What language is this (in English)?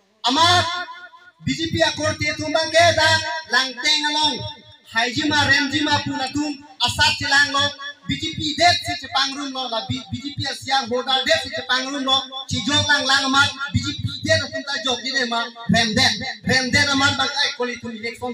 Karbi